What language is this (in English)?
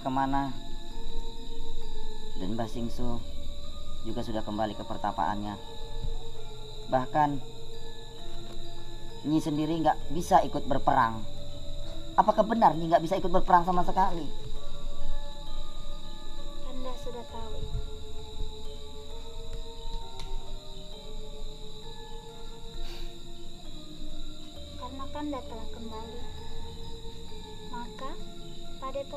Indonesian